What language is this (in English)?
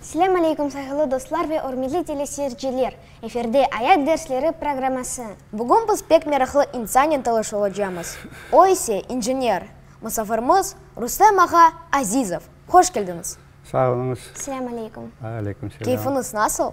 Crimean Tatar